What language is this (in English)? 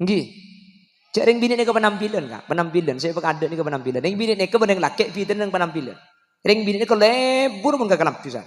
Madurese